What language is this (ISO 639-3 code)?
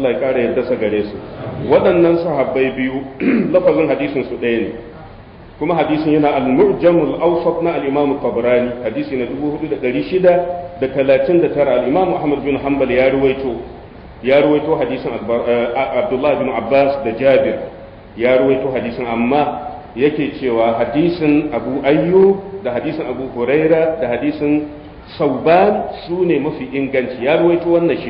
hau